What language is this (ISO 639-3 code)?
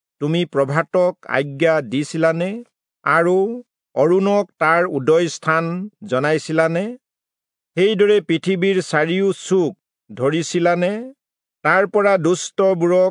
asm